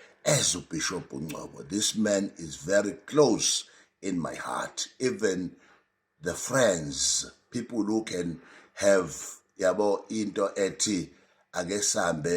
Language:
Zulu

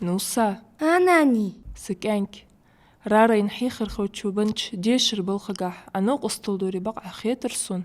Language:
Ingush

